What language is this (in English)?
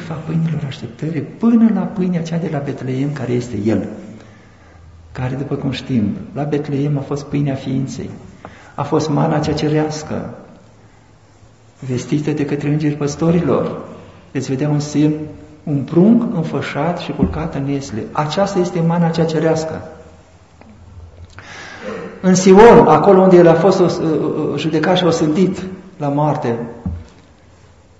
Romanian